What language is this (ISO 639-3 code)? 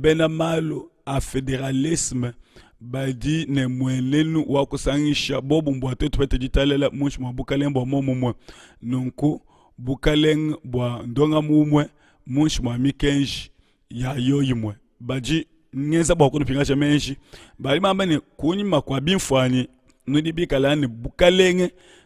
lua